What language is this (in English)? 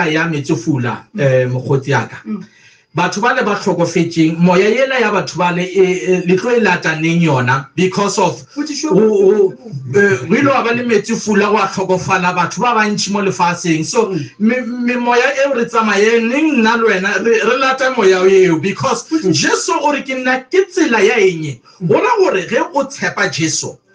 Northern Sotho